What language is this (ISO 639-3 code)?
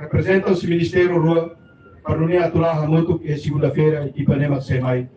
tet